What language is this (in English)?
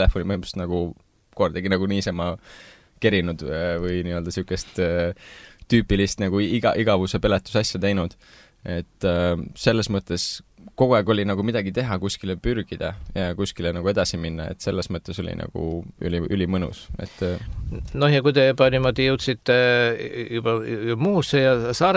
Estonian